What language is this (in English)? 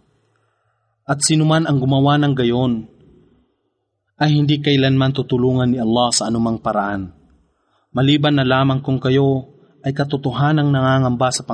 Filipino